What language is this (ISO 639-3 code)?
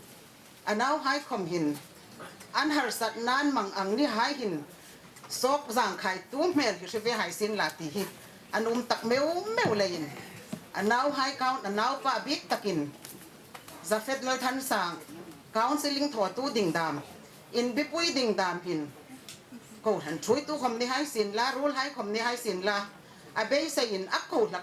hmr